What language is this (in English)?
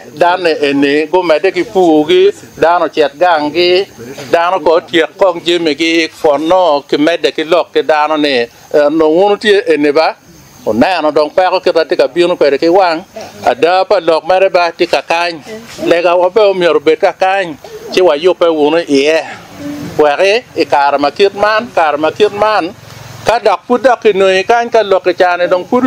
Acoli